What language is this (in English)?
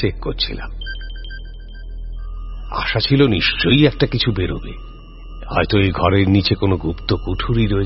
Bangla